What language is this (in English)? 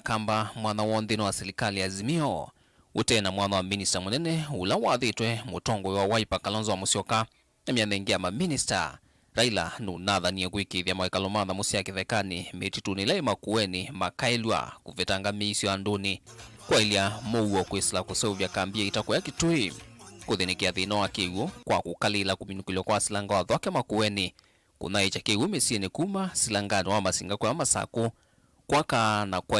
Kamba